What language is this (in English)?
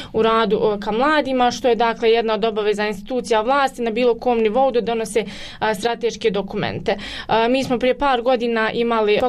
Bosnian